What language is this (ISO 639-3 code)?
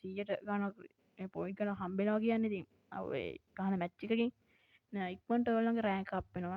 sin